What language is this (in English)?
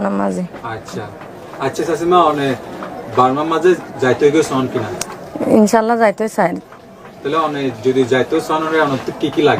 Rohingya